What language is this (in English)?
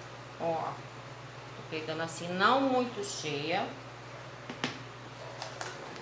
Portuguese